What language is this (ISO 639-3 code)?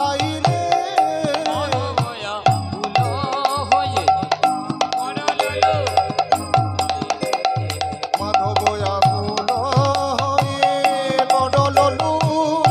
ben